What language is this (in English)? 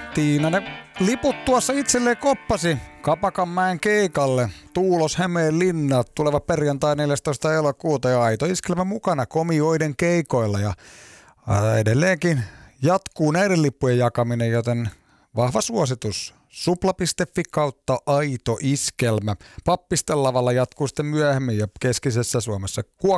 Finnish